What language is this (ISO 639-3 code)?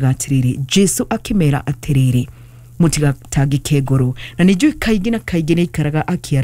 kik